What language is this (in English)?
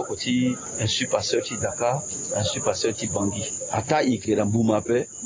Sango